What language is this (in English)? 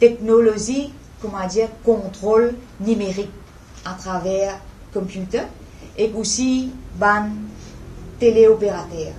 Morisyen